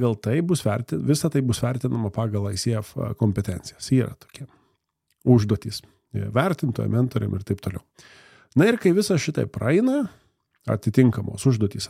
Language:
Lithuanian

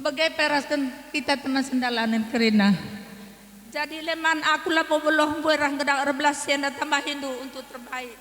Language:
Batak Karo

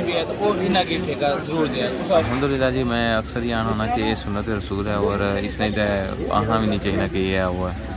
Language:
Pahari-Potwari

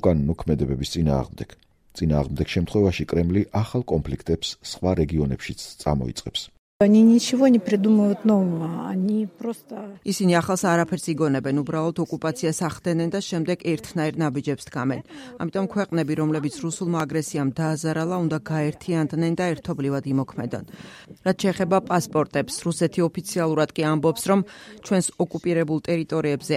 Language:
Georgian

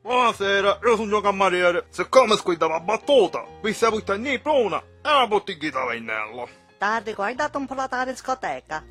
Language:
Sicilian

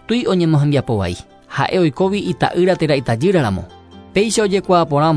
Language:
Guarani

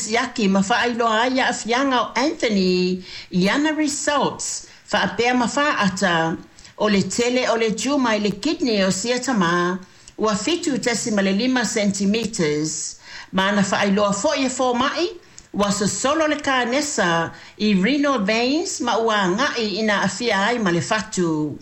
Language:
Samoan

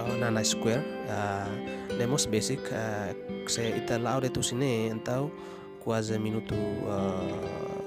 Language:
Tetum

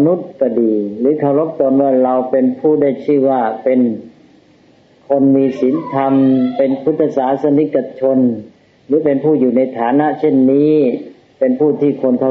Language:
Thai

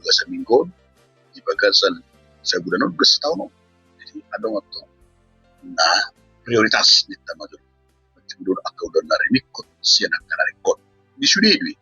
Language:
Batak Toba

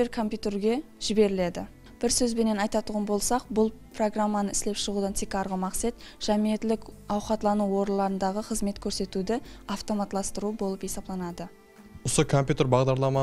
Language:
Kara-Kalpak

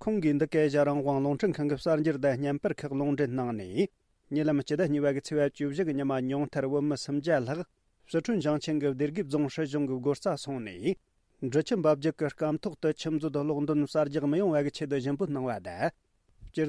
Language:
Tibetan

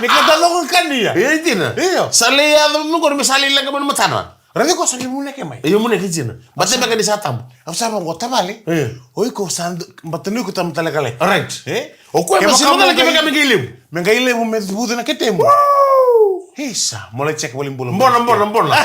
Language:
Fijian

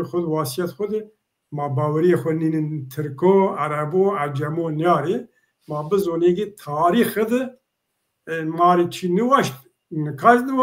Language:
Zaza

